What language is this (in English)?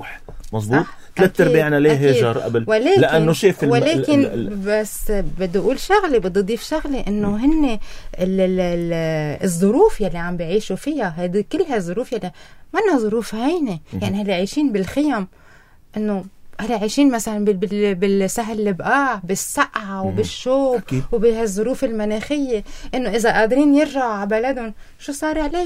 North Levantine Arabic